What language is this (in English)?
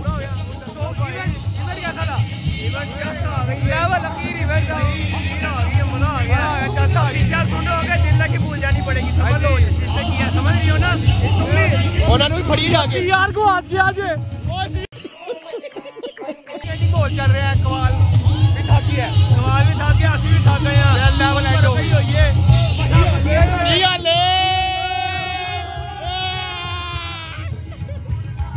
Hindi